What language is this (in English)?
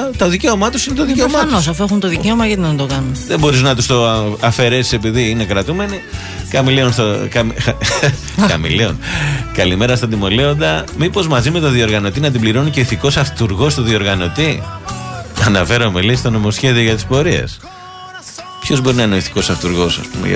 Greek